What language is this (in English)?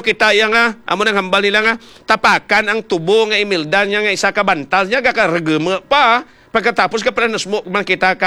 Hiligaynon